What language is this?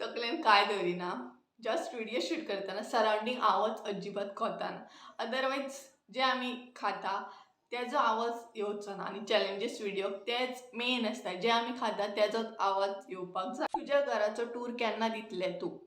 Konkani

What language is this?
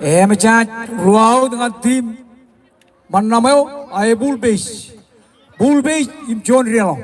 Marshallese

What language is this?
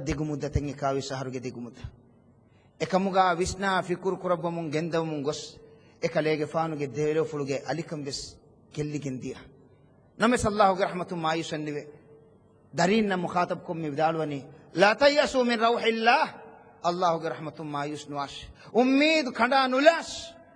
Divehi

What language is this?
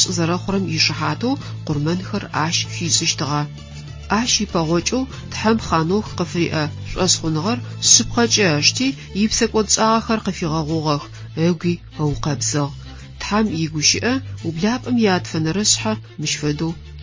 Adyghe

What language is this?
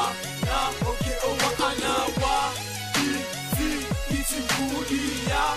Swahili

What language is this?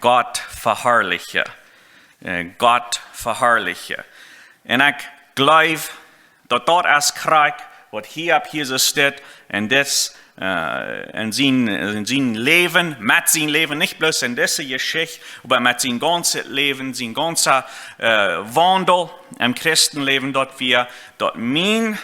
Plautdietsch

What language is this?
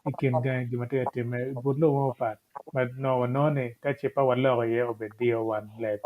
Acoli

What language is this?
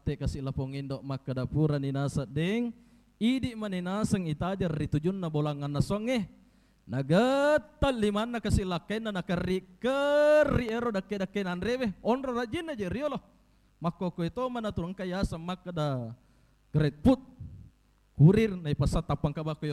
Buginese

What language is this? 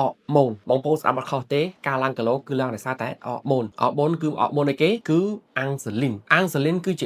Khmer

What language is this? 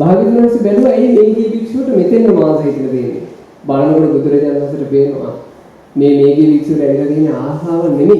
Sinhala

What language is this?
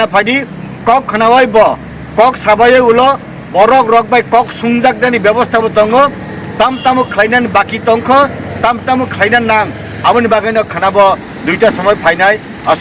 Kok Borok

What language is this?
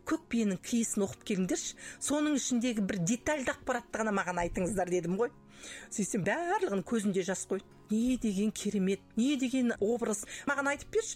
Kazakh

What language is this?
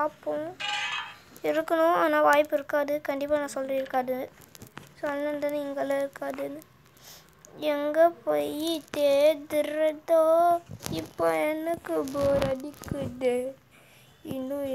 Tamil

